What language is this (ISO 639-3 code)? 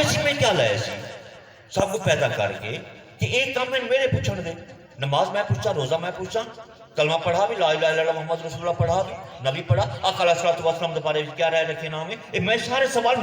skr